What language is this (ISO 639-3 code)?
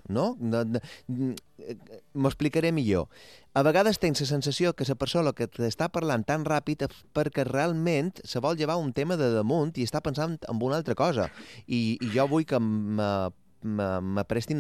cat